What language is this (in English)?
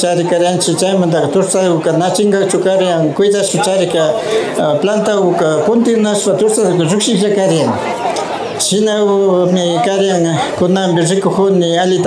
Imbabura Highland Quichua